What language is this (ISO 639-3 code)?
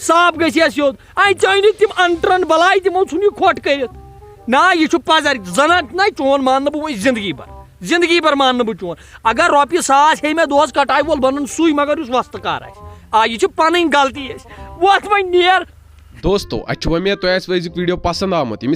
kas